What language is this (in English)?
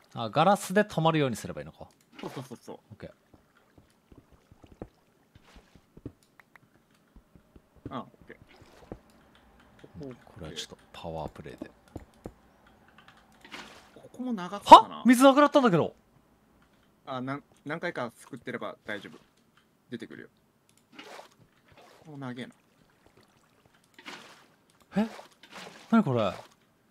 Japanese